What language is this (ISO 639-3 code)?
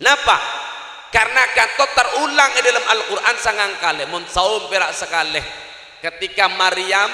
mad